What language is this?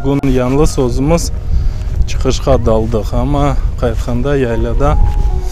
Crimean Tatar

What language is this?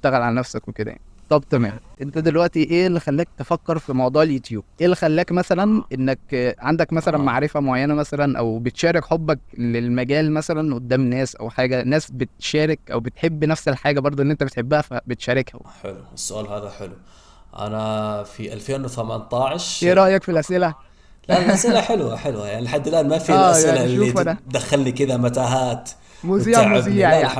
Egyptian Arabic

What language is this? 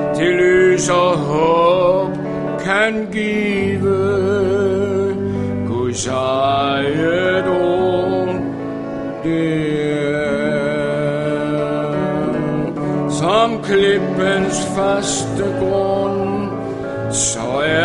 Danish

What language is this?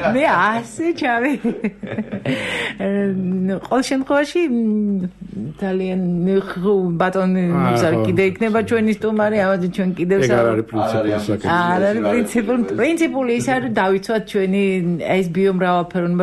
Georgian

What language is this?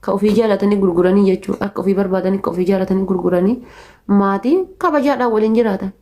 Oromo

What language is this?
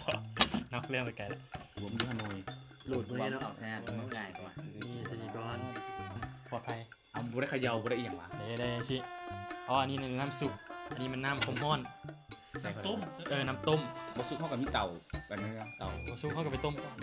Lao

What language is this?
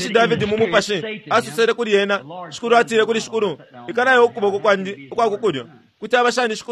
Bemba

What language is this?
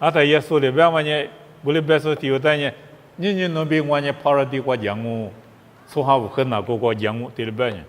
Lisu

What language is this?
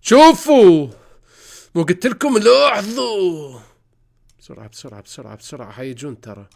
Mesopotamian Arabic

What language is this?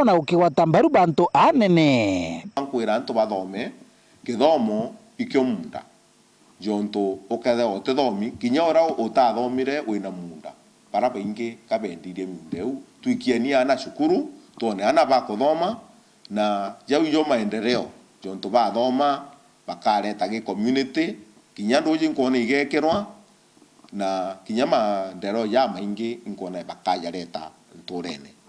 Meru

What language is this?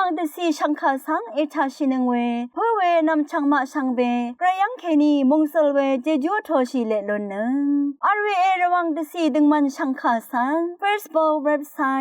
Rawang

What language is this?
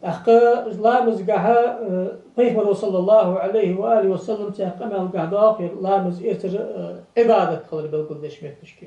Ingush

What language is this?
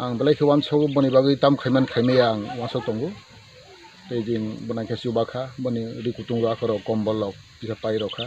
Kok Borok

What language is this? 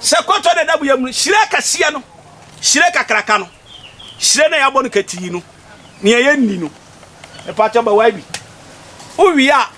Akan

